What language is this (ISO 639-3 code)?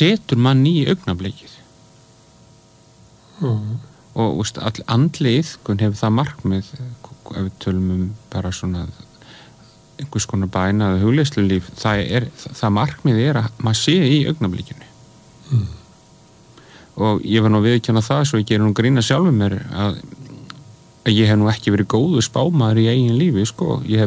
isl